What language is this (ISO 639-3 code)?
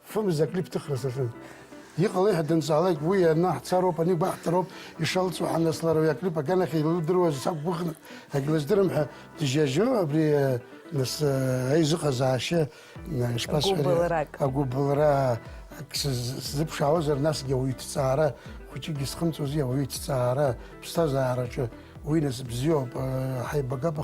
abk